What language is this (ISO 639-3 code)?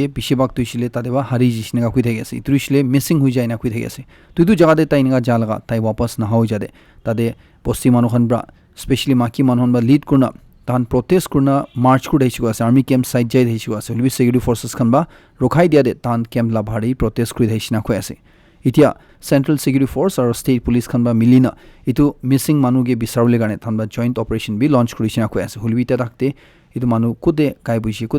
nag